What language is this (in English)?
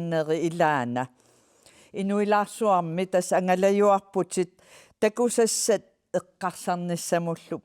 Kalaallisut